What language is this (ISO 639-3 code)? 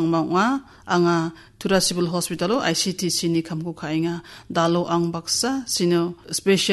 grt